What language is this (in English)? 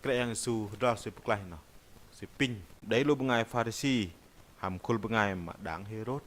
Bahnar